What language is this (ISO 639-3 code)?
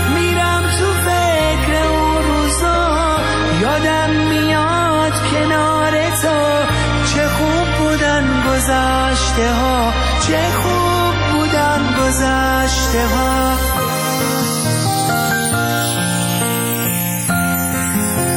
fas